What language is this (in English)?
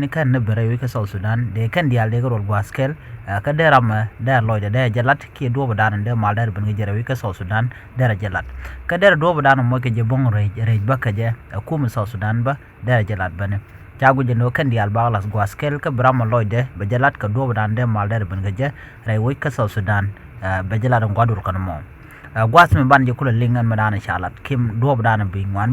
Nuer